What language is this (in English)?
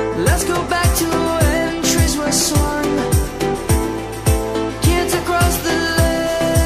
Malay